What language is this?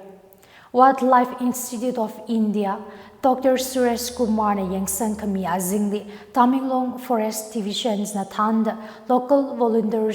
Tangkhul Naga (India)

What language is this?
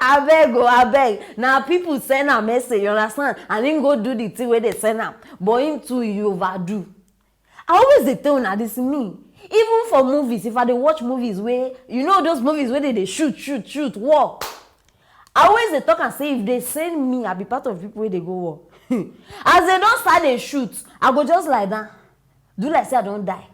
Nigerian Pidgin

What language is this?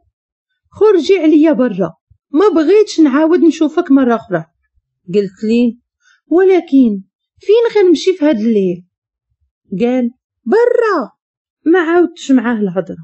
Moroccan Arabic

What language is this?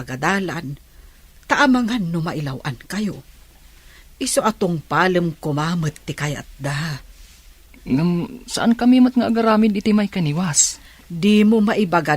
Iloko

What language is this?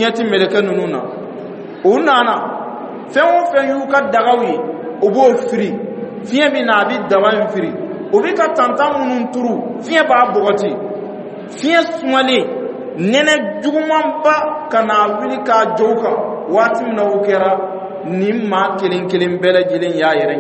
Dyula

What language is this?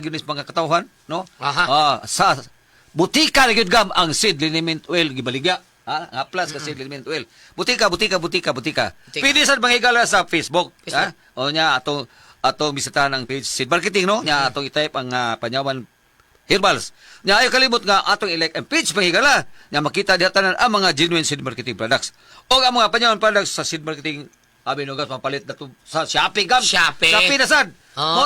Cebuano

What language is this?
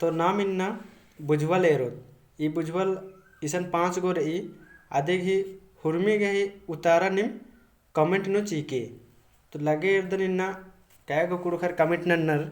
Kurukh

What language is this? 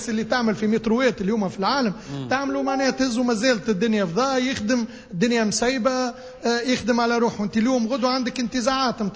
Tunisian Arabic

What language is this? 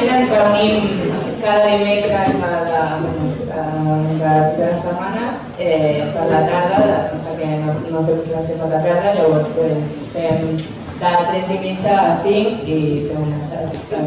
Catalan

